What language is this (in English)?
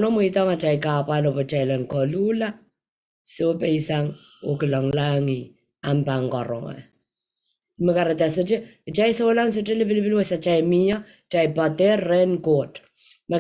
Pohnpeian